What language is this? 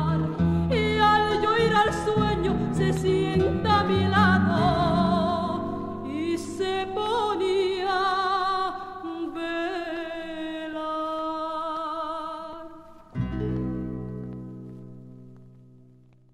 Spanish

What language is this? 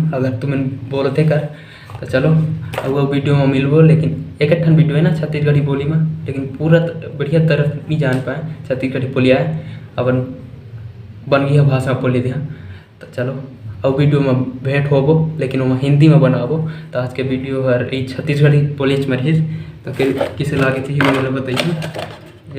Chhattisgarhi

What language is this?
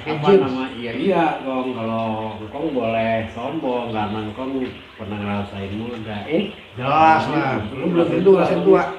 Betawi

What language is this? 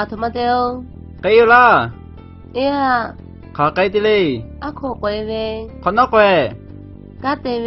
Lahu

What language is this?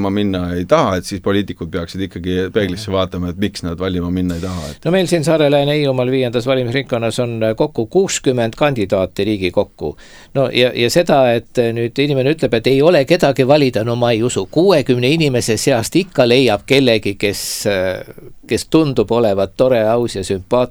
Estonian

